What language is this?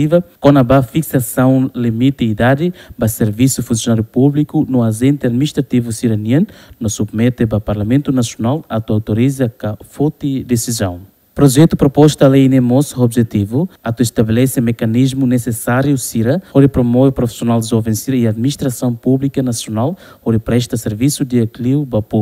Tetum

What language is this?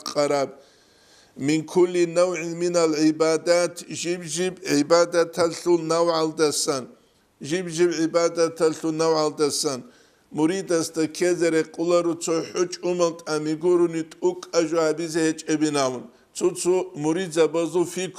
Avaric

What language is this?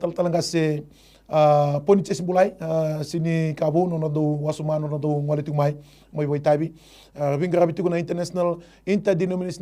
Fijian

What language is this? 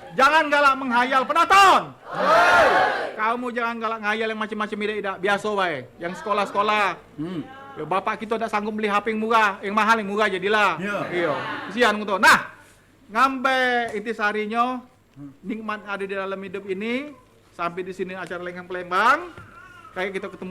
Musi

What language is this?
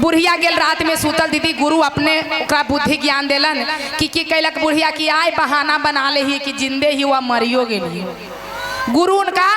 Magahi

